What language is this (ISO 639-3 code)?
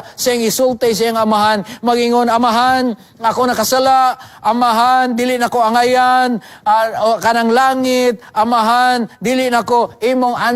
ceb